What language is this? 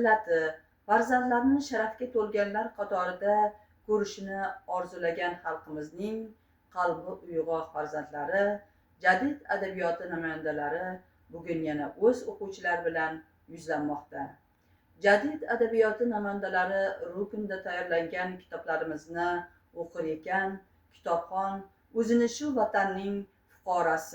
Uzbek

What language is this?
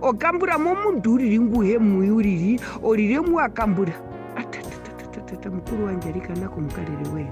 Herero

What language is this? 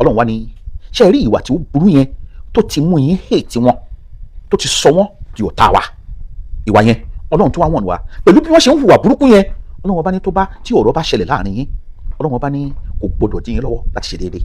Yoruba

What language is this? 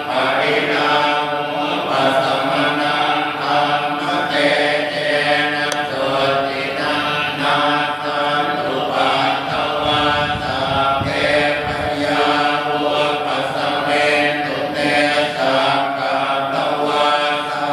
Pali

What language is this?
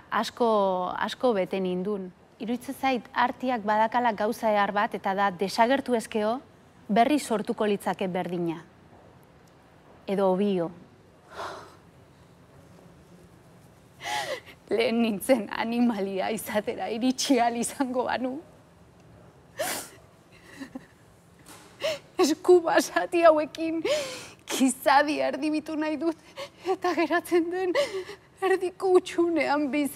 Basque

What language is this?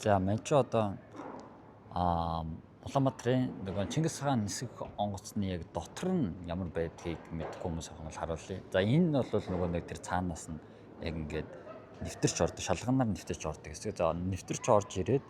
Mongolian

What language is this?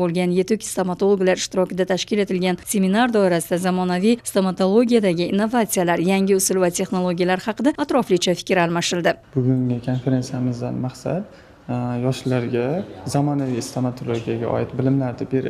Uzbek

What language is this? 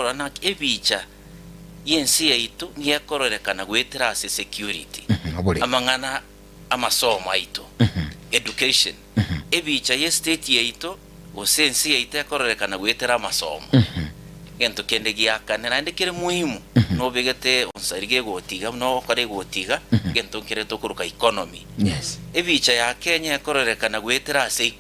Gusii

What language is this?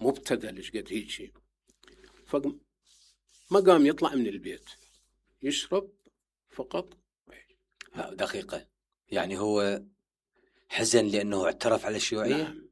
Mesopotamian Arabic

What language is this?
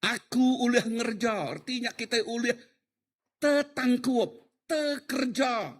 Iban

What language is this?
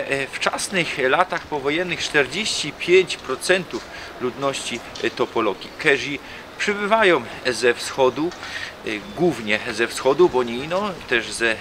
Silesian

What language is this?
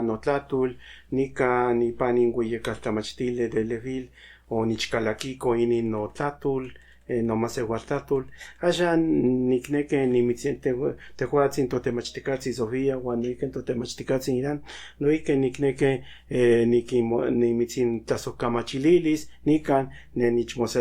Central Nahuatl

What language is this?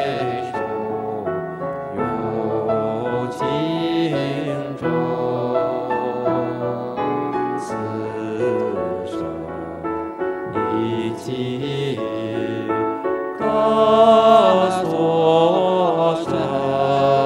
Chinese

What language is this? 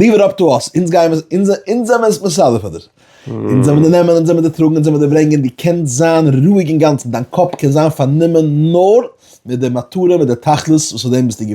Yiddish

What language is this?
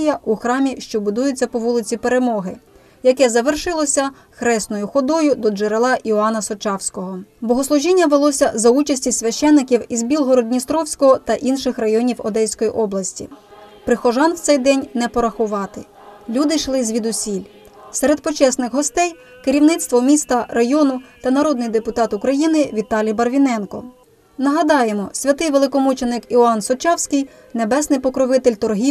Ukrainian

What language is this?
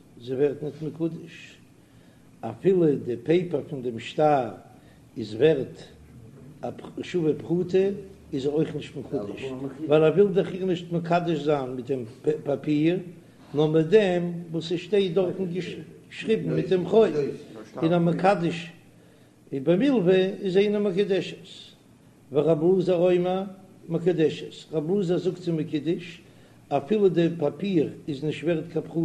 Yiddish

